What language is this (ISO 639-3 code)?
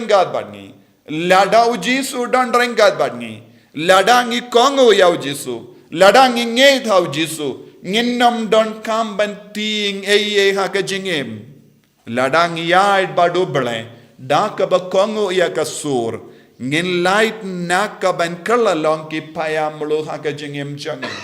kha